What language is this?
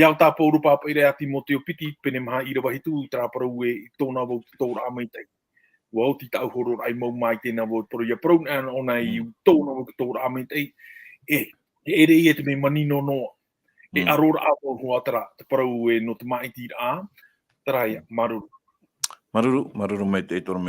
Tahitian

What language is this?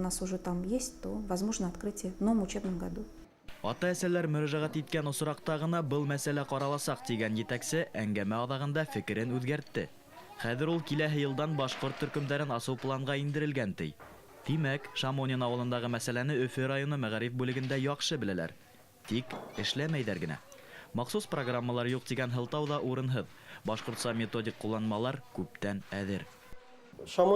Bashkir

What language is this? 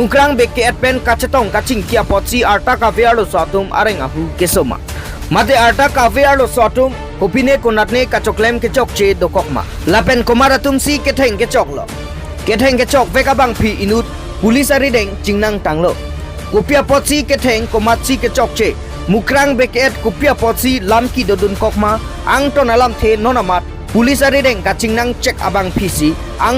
Karbi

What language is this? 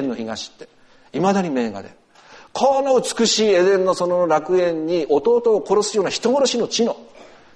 Japanese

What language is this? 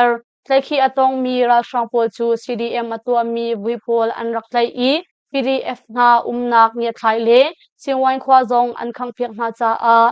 Hakha Chin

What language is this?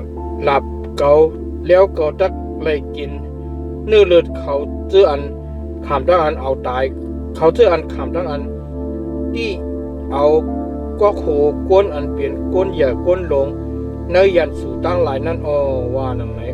Shan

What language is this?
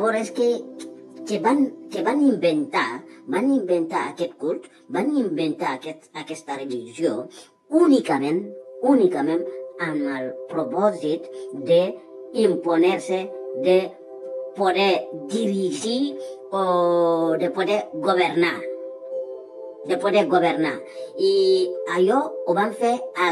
Catalan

